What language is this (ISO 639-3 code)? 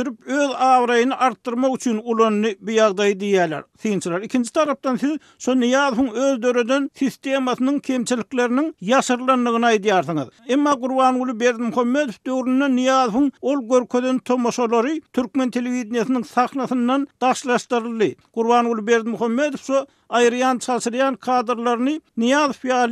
tuk